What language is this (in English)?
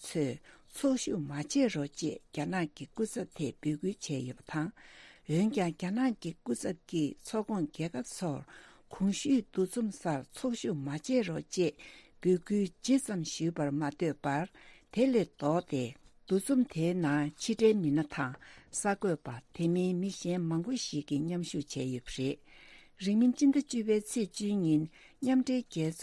Tibetan